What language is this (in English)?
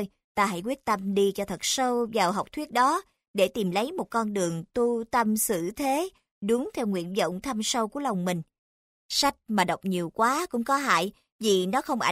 Vietnamese